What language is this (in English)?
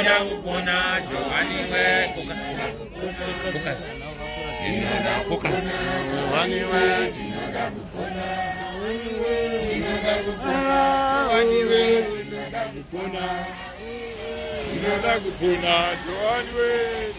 Shona